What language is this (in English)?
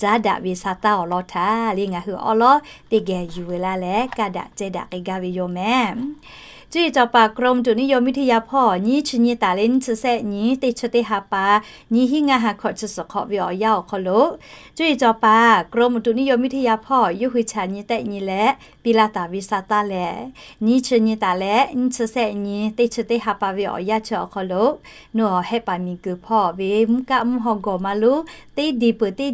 Lahu